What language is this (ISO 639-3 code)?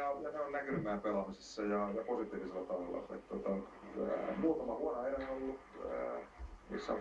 fin